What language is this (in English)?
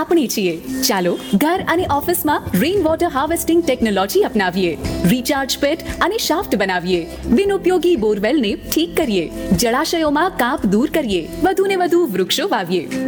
Gujarati